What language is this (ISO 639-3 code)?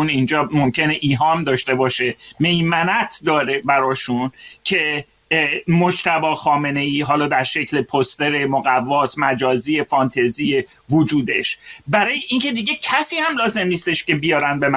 fas